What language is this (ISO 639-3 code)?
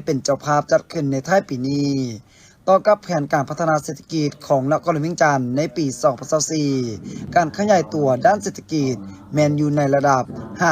lao